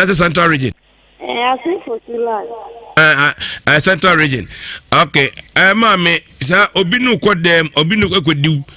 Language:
Akan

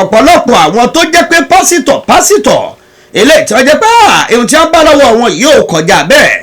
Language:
Yoruba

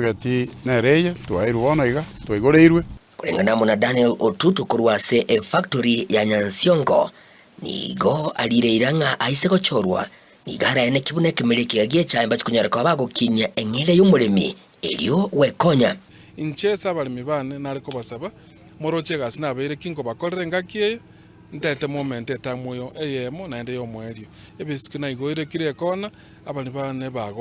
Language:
Gusii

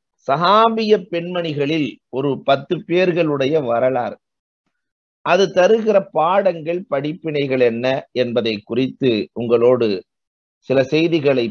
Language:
Tamil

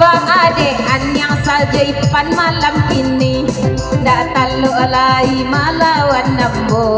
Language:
Minangkabau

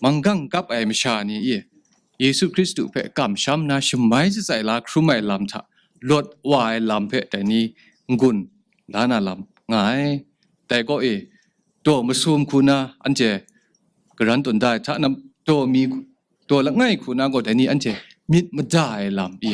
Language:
Kachin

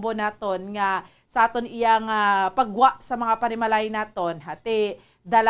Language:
Hiligaynon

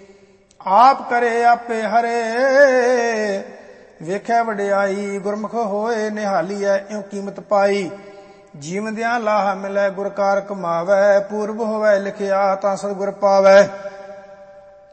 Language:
Punjabi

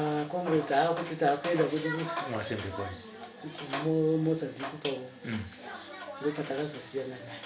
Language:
Shona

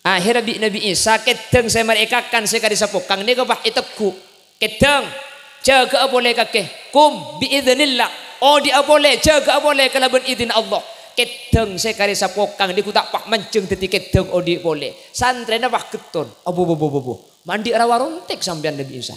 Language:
Madurese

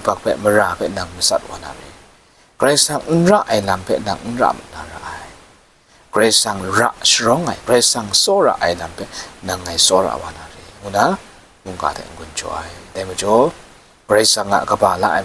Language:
Kachin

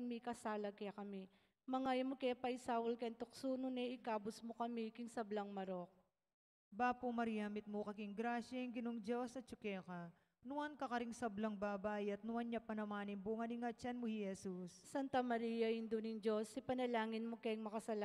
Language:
Pampanga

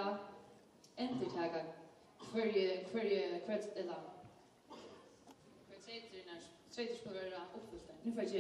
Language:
Faroese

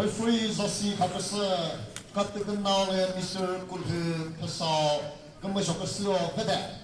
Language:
Chokri Naga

